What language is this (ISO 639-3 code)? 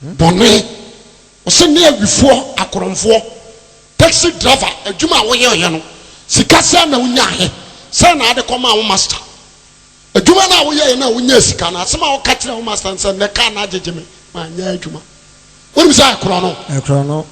aka